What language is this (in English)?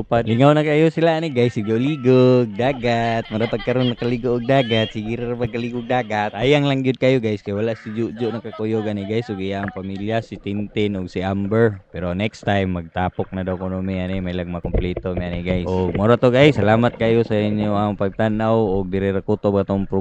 Cebuano